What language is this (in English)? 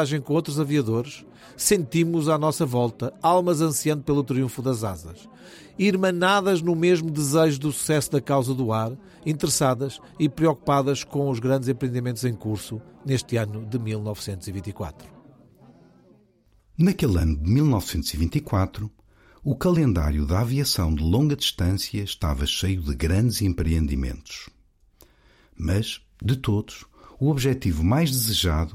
Portuguese